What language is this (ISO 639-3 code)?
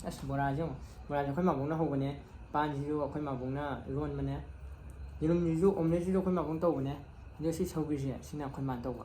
mni